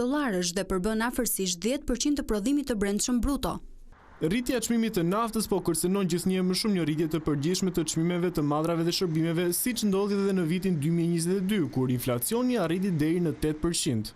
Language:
Albanian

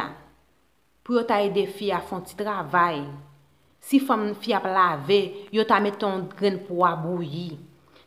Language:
Haitian Creole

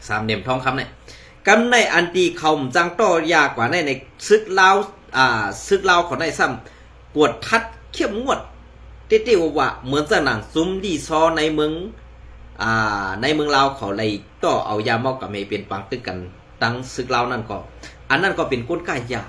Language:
Shan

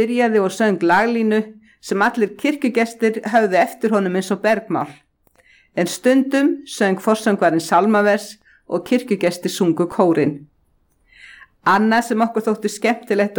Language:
Icelandic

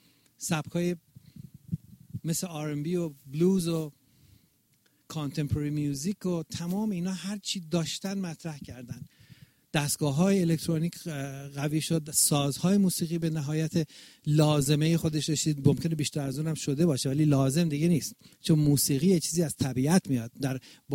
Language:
Persian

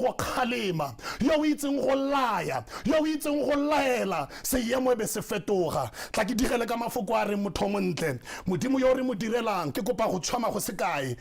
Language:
Tswana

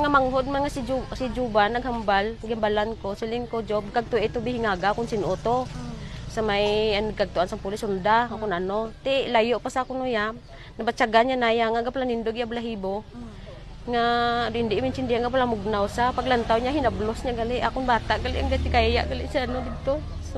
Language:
Hiligaynon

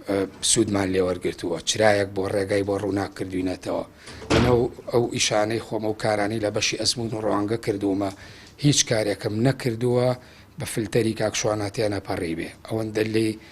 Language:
Central Kurdish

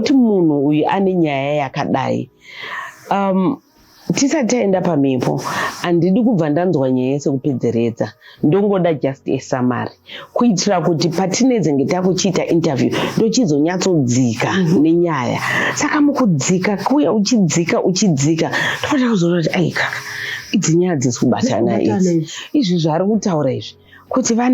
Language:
Shona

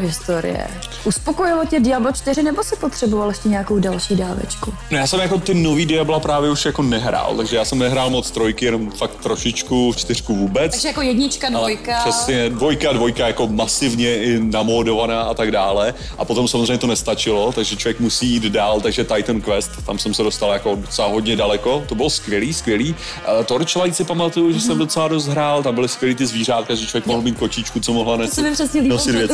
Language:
Czech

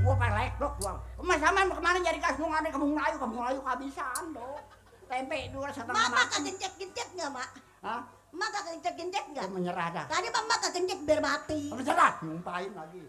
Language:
Betawi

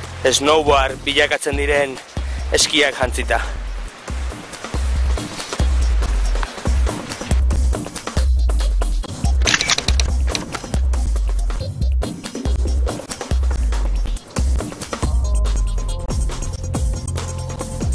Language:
Basque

